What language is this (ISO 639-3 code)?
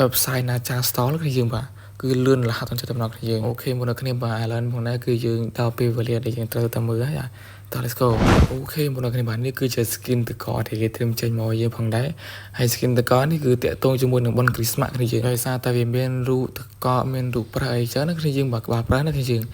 khm